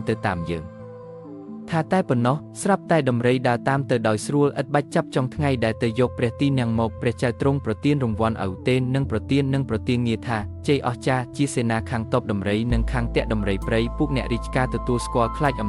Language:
Khmer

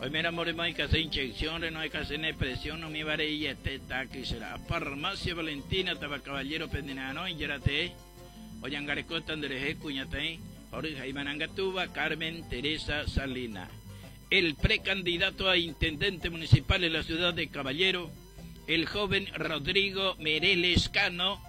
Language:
Guarani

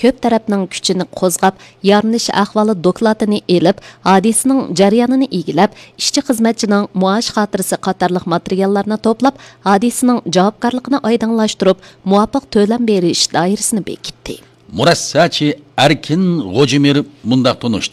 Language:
Uyghur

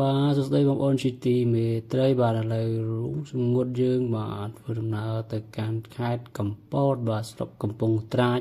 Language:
Khmer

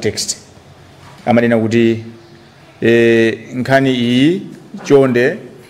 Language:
Nyanja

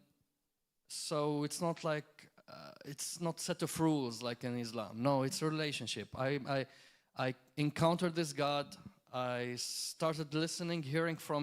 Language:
English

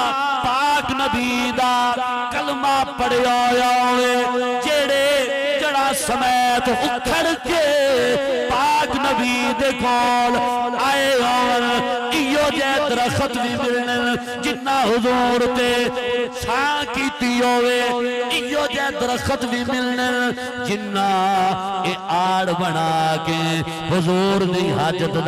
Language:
Saraiki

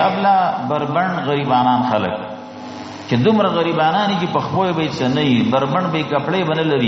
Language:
Pashto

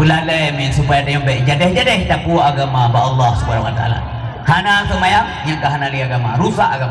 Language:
Achinese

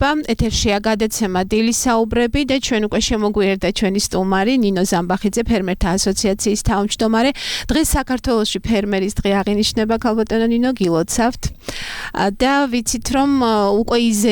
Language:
Georgian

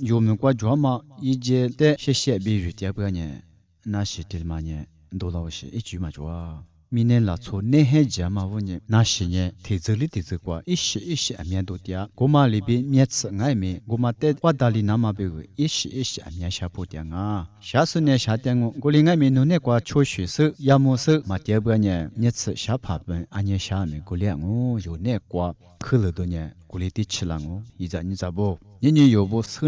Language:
Lisu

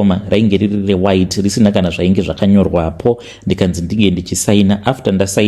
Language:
Shona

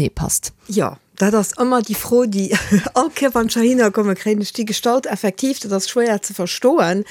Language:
Luxembourgish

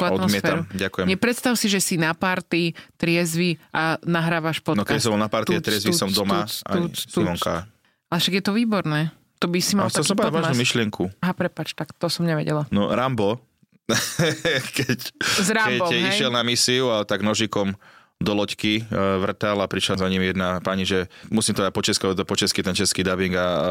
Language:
Slovak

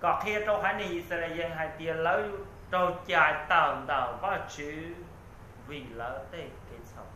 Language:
Hmong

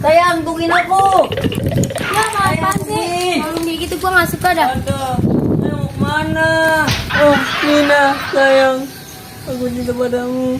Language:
Betawi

